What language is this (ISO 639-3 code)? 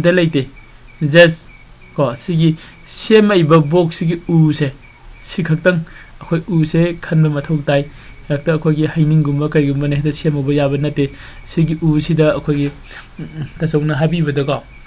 mni